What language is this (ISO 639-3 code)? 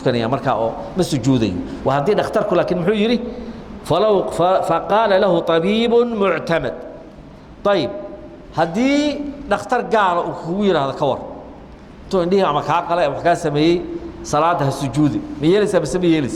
som